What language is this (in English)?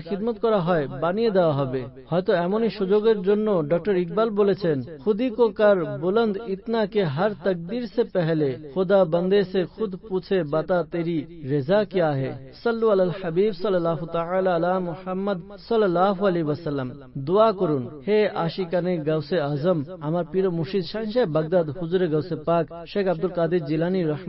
Bangla